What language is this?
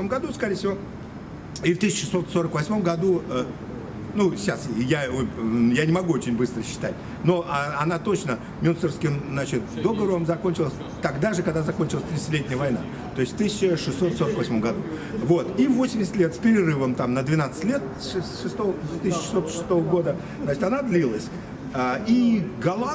Russian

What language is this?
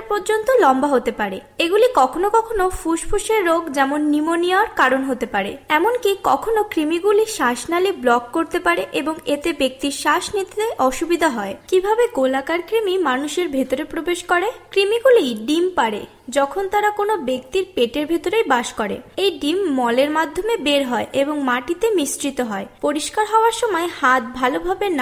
Bangla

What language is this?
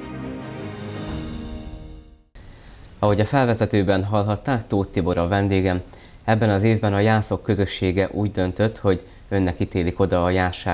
Hungarian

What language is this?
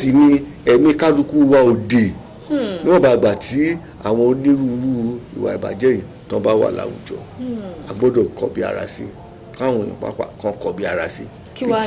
Yoruba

